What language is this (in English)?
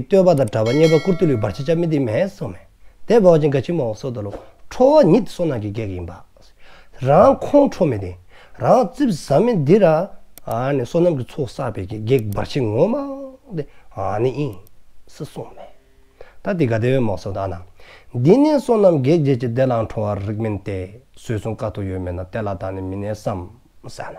Dzongkha